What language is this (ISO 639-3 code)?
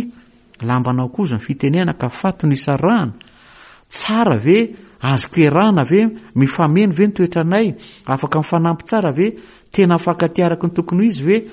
mlg